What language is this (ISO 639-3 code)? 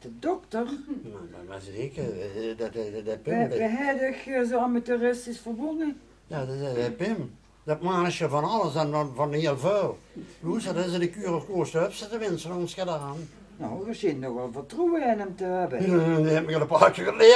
lim